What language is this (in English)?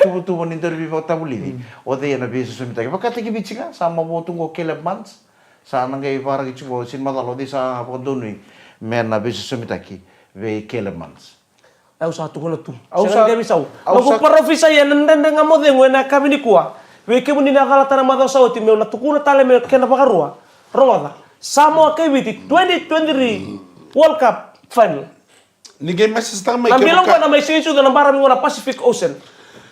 Fijian